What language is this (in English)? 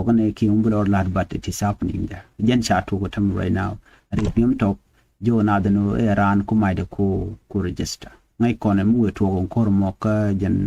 Nuer